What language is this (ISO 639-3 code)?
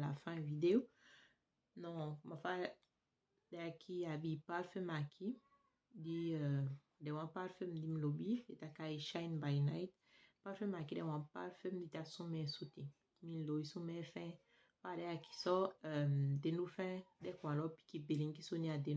srm